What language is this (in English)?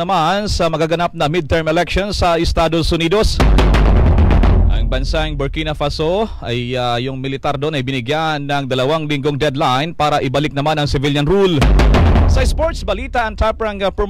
Filipino